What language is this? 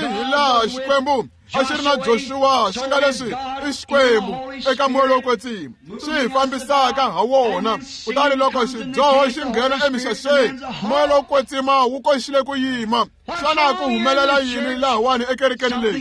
Tsonga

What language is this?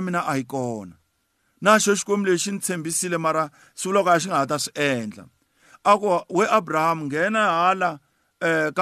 Tsonga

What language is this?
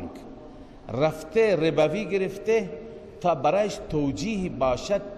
Persian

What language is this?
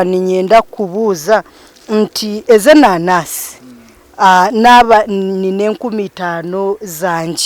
Nyankole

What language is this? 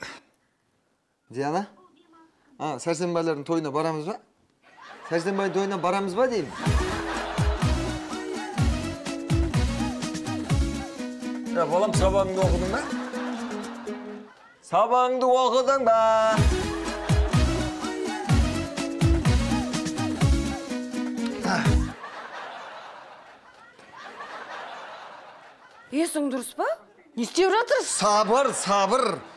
Kazakh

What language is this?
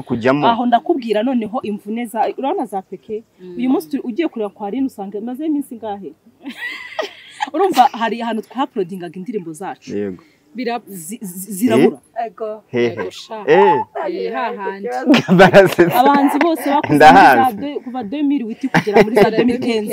Kinyarwanda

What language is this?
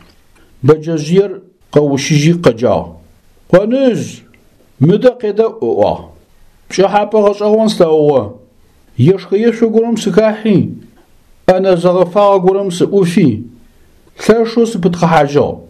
Adyghe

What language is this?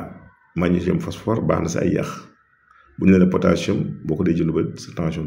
Wolof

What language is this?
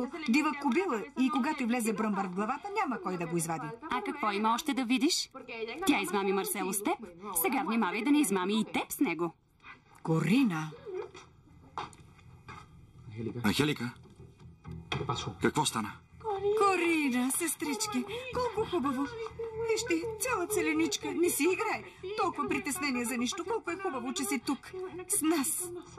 Bulgarian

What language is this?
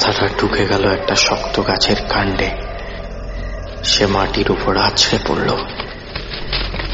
Bangla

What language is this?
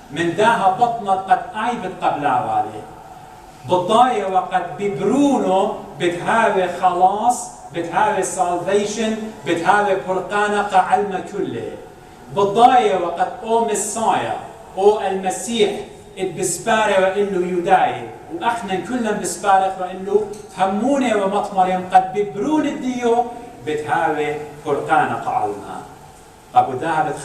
Assyrian Neo-Aramaic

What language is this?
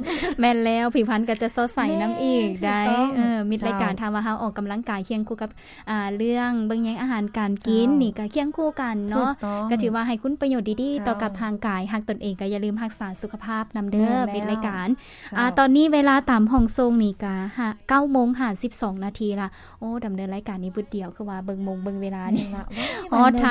Lao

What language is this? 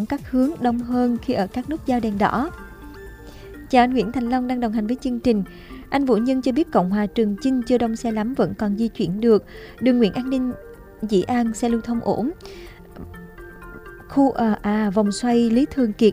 Vietnamese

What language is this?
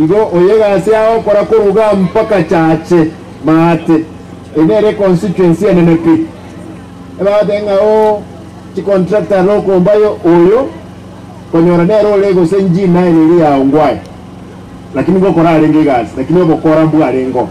Gusii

